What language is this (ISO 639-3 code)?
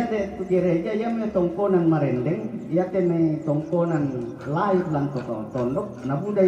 sda